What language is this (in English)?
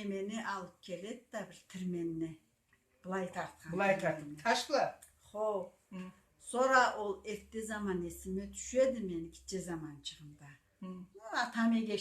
Karachay-Balkar